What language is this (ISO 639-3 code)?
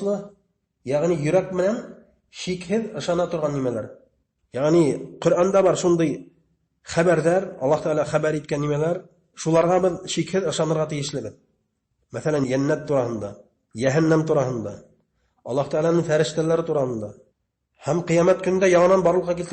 bak